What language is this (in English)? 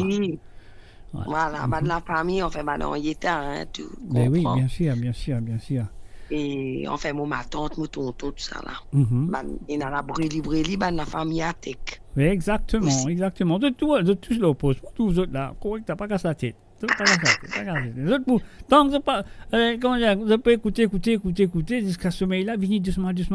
Morisyen